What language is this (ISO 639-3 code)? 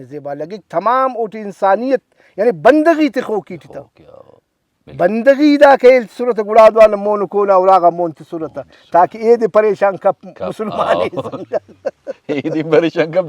brh